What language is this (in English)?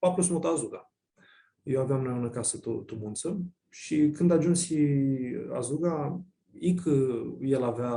Aromanian